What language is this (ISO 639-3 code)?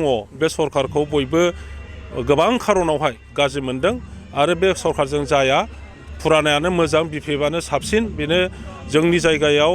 brx